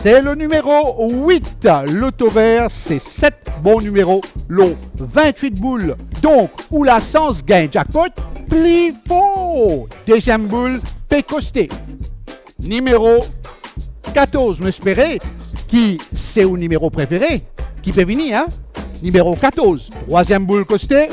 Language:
Morisyen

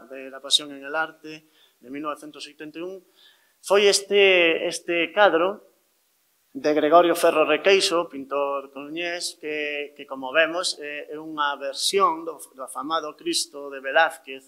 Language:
Galician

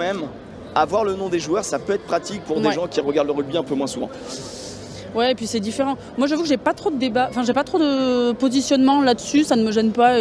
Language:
French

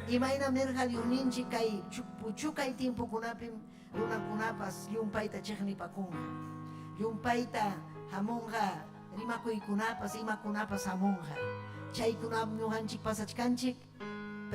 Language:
Ayacucho Quechua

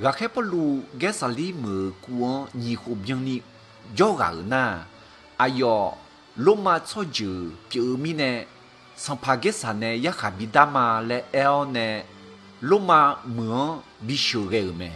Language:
Akha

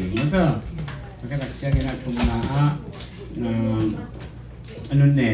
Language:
Tedim Chin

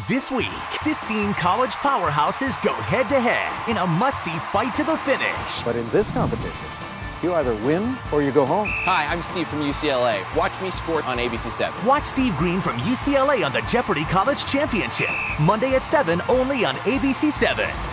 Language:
English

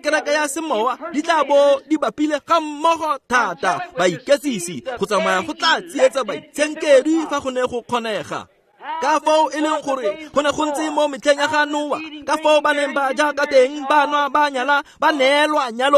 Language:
Tswana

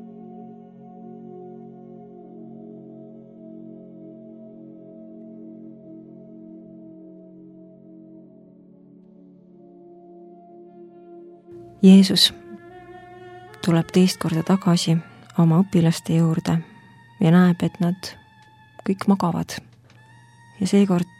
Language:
Estonian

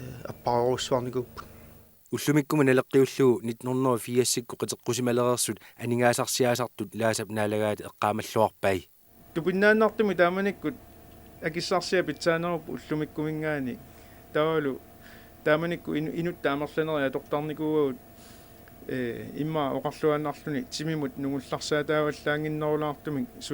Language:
Kalaallisut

